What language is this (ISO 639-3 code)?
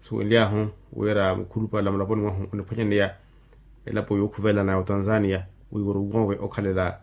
vmw